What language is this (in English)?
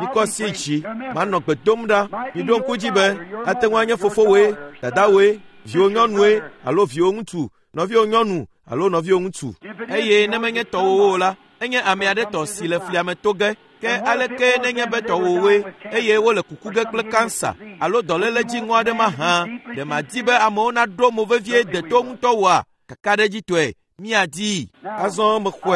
Ewe